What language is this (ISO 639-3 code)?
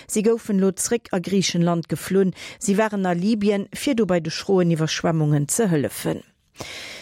ltz